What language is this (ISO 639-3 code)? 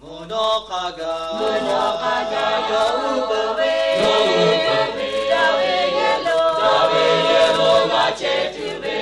lhu